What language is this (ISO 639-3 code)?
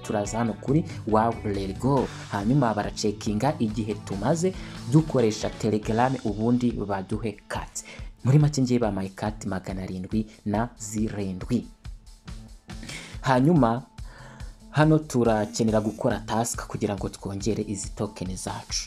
kin